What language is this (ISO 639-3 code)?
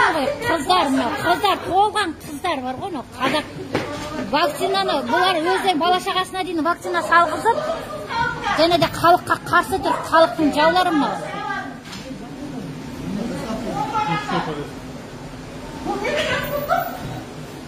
kaz